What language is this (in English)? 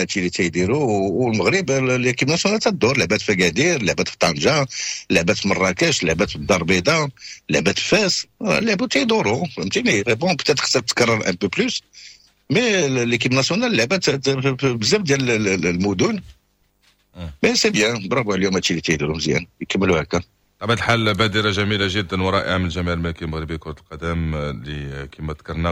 Moroccan Arabic